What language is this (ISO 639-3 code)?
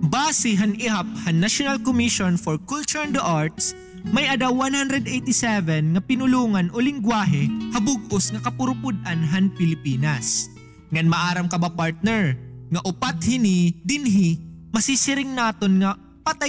war